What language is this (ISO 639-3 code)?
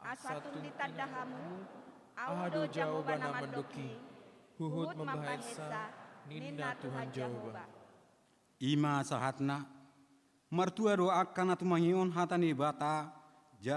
bbc